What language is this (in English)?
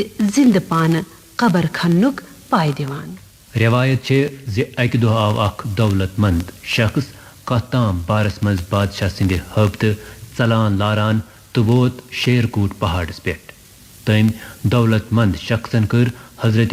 Kashmiri